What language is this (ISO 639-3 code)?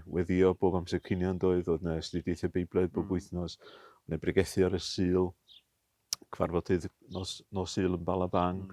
cym